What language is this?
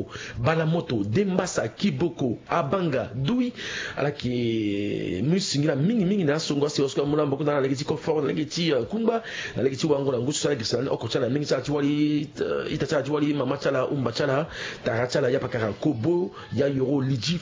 Sango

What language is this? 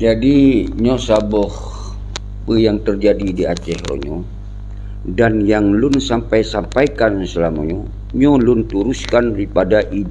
Achinese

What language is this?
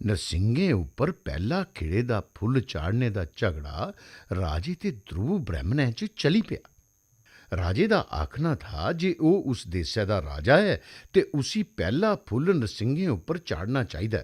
Dogri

